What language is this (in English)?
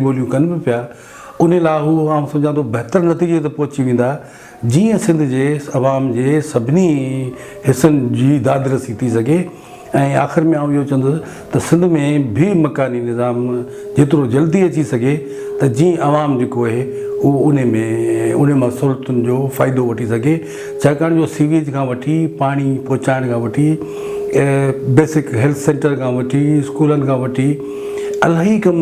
Sindhi